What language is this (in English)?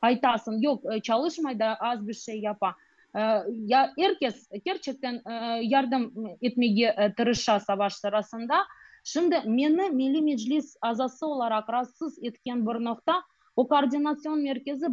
Crimean Tatar